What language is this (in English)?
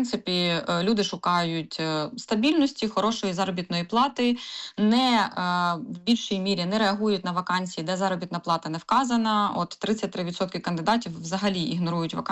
Ukrainian